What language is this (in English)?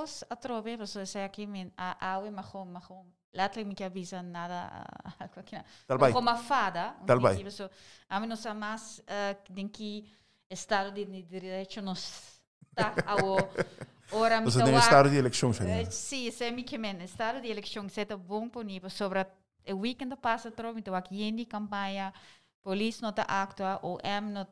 Papiamento